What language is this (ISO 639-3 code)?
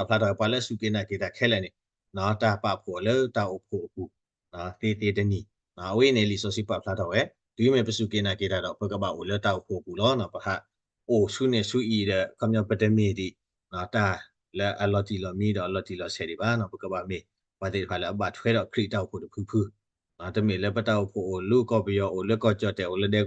ksw